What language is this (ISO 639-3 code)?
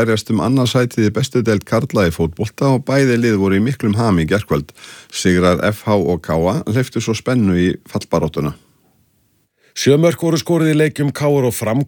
isl